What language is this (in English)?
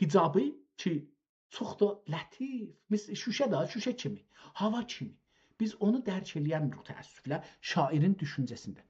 South Azerbaijani